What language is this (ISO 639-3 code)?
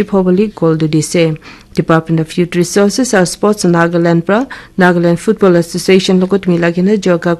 nag